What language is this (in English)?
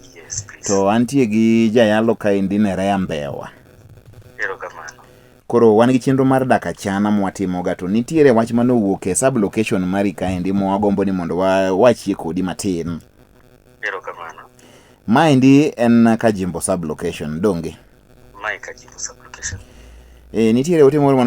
Luo (Kenya and Tanzania)